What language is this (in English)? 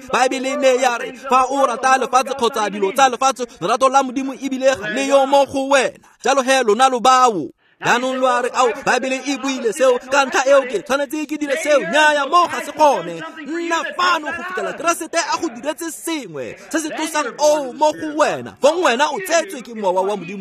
Tswana